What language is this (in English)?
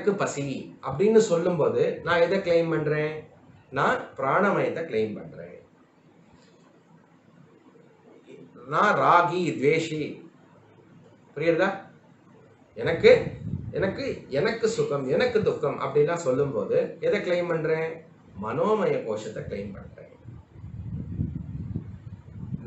Tamil